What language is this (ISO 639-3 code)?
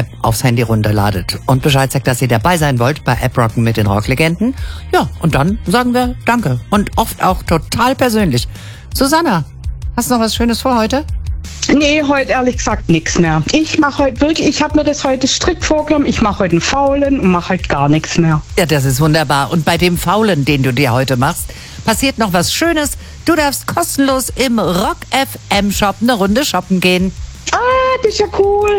deu